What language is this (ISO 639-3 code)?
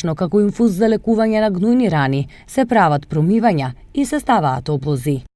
mkd